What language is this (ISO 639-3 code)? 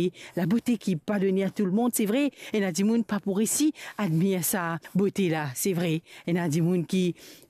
mfe